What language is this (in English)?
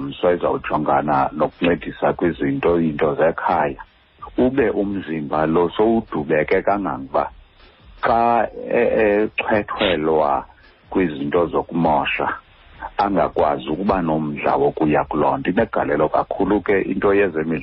Xhosa